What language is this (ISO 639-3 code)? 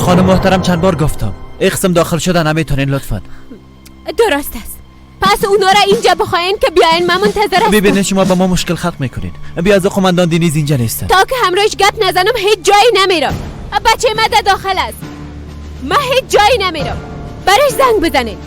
fas